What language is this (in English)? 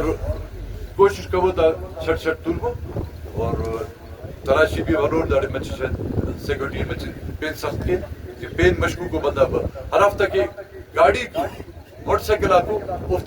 Eastern Balochi